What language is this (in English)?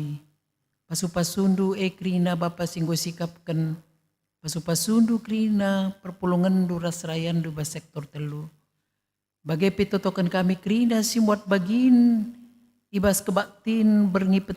Batak Karo